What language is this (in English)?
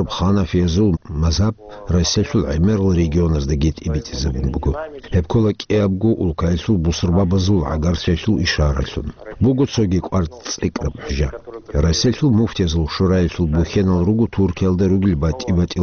Avaric